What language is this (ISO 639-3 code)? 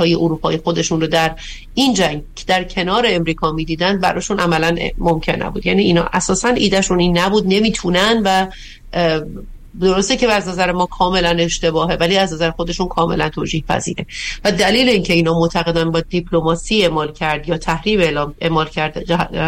fas